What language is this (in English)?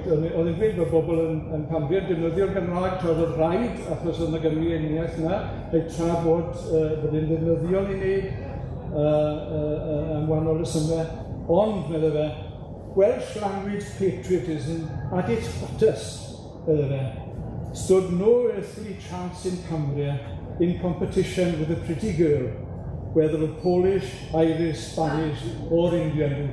Welsh